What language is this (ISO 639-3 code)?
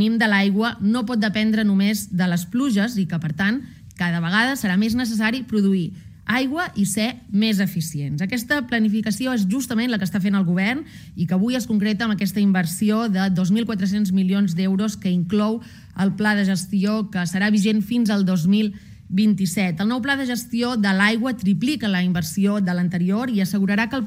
cat